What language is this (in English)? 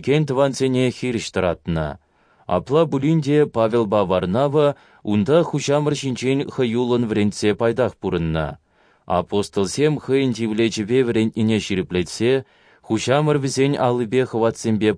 Chuvash